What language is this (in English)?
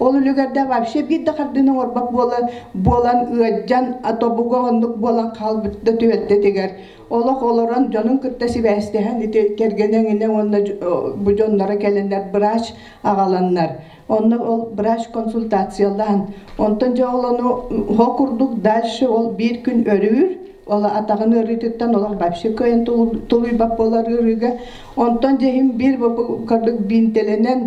Yakut